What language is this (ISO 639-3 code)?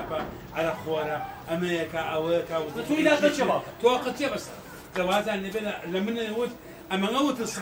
ckb